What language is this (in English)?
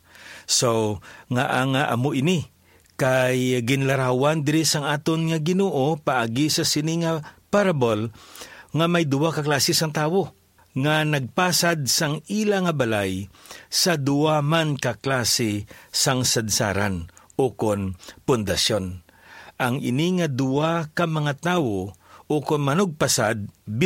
Hiligaynon